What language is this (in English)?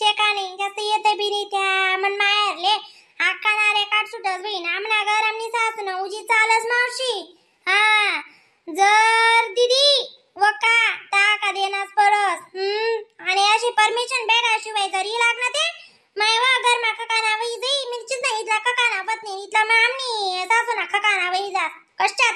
Khandesi